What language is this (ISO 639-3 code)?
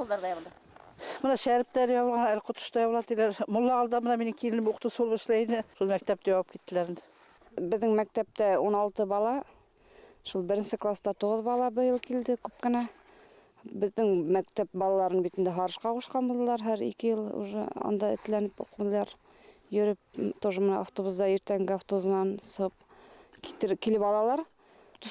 bak